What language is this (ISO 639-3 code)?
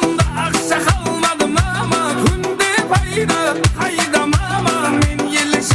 kaa